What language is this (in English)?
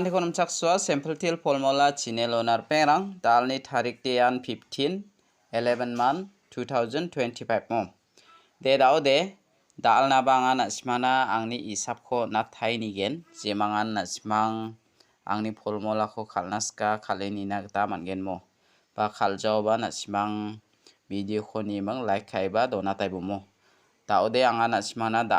Garo